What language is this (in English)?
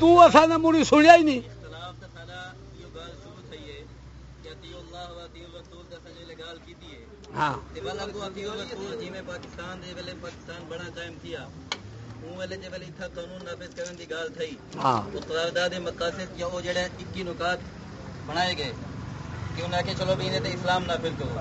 Saraiki